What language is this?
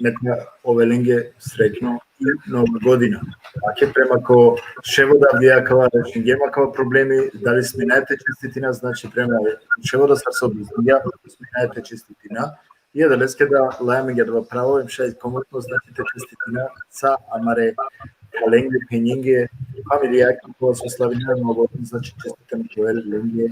Balkan Romani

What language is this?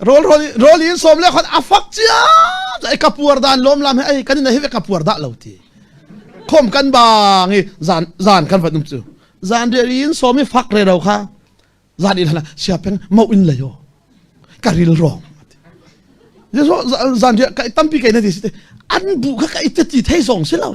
Falam Chin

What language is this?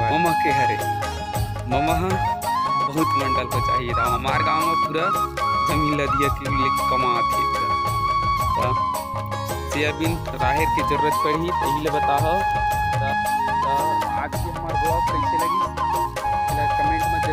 Chhattisgarhi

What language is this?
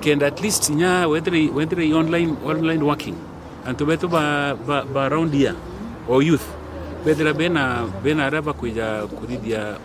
Meru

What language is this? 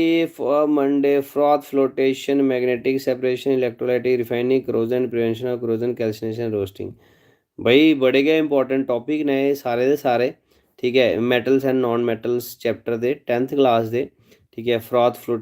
Dogri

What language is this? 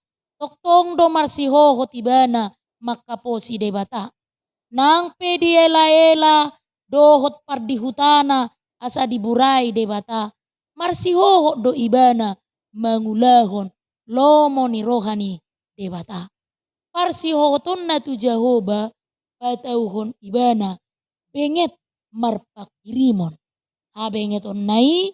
Batak Toba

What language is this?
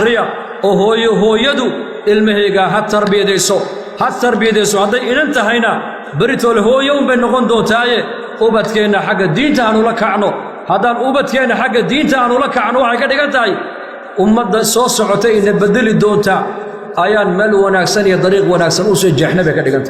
Somali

